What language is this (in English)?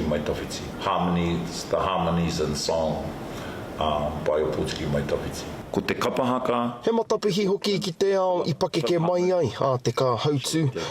Māori